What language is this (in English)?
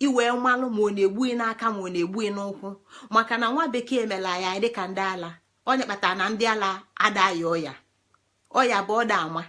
Igbo